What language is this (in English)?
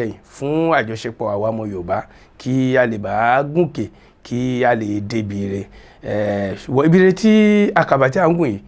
Yoruba